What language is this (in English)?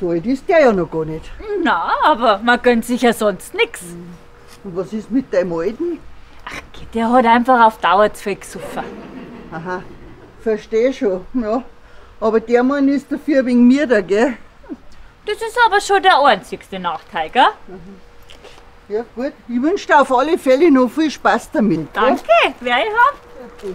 Bavarian